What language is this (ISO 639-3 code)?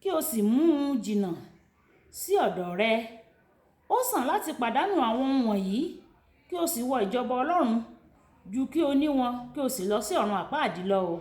yor